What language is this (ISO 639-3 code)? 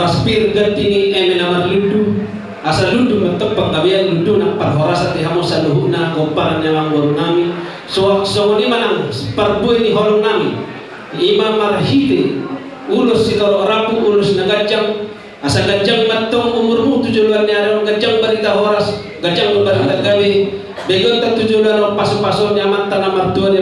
bbc